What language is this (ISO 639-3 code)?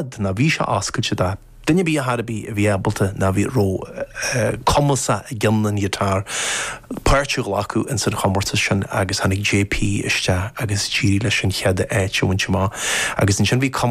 gle